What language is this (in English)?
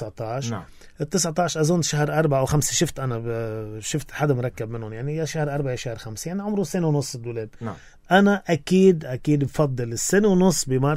North Levantine Arabic